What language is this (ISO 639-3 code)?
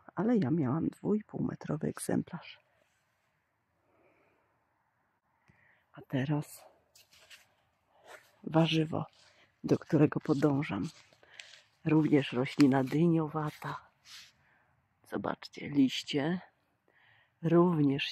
pol